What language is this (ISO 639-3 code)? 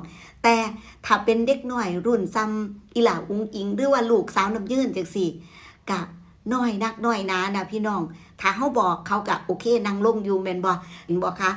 tts